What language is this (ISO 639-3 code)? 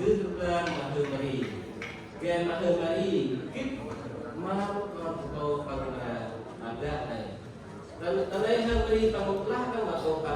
cmo